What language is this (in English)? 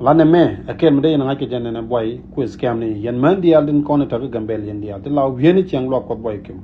Nuer